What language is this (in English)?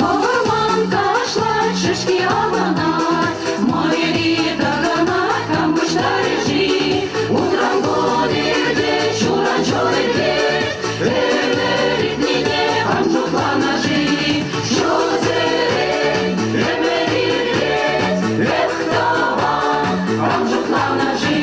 Chuvash